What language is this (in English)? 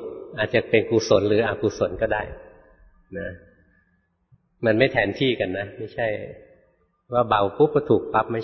Thai